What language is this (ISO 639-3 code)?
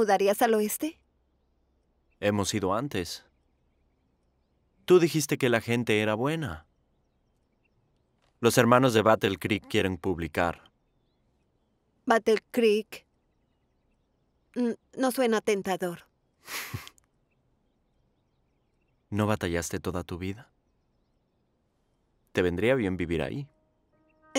spa